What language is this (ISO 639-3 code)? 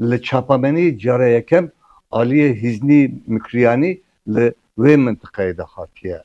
kur